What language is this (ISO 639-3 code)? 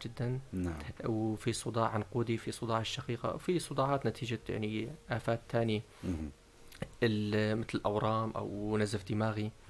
apc